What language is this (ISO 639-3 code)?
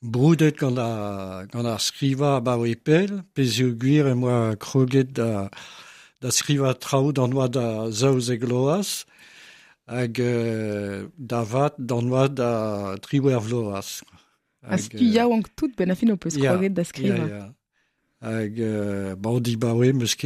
bre